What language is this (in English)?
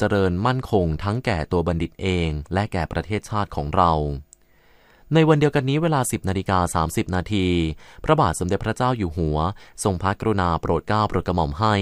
Thai